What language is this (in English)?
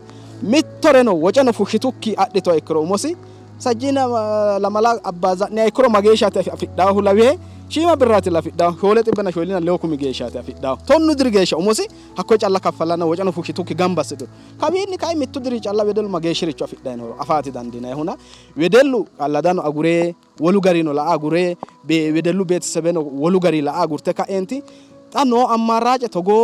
Sidamo